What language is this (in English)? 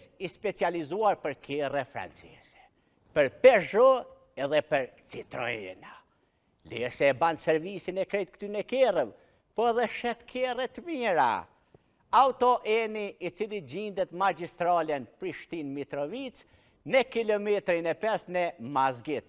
Albanian